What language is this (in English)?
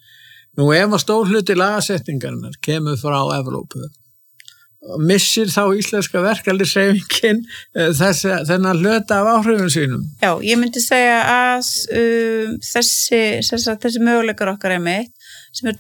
Icelandic